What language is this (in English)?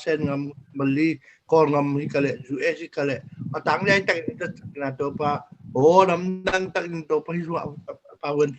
Tedim Chin